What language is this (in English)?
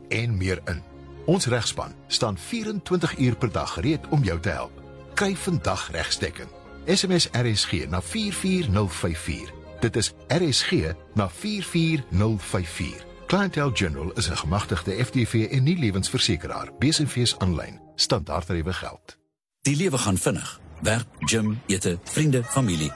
Afrikaans